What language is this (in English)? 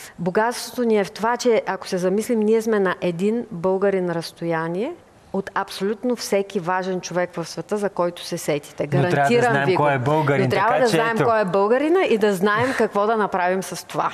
Bulgarian